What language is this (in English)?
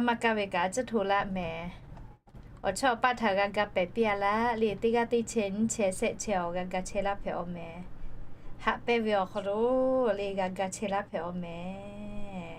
Lahu